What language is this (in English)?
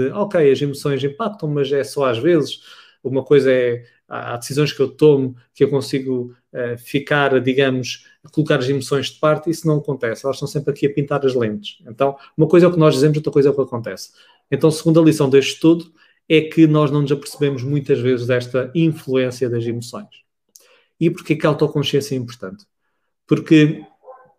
Portuguese